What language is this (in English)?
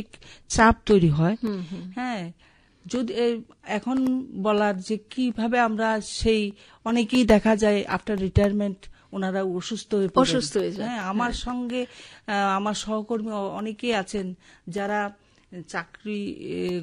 Bangla